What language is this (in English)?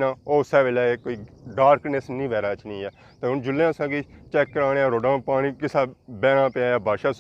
Pahari-Potwari